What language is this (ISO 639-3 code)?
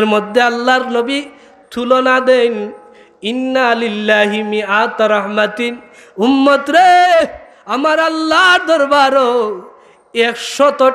syl